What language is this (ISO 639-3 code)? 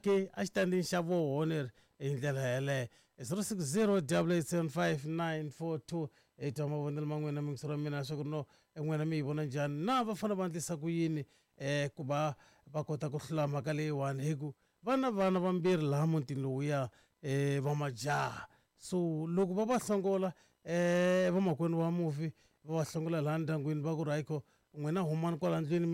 tso